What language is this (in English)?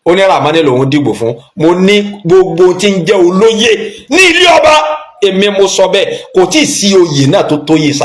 Yoruba